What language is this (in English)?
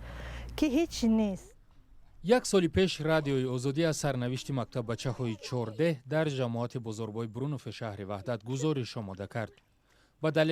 Tajik